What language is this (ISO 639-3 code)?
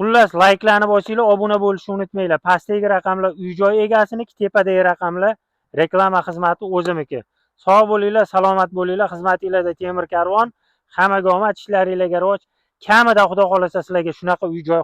uzb